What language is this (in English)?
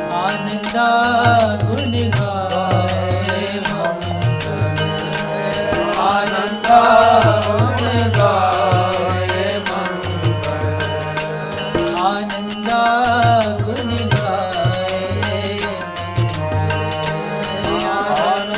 Hindi